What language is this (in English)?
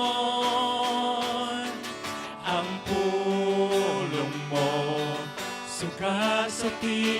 Hiligaynon